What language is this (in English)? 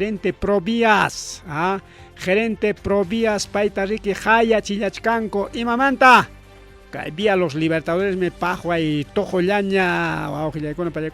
Ayacucho Quechua